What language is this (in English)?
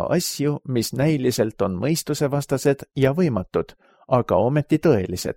Estonian